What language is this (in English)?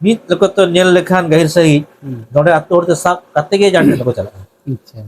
Santali